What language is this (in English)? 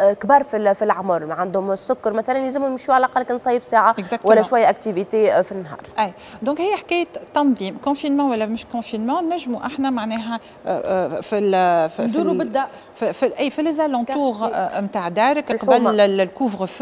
Tunisian Arabic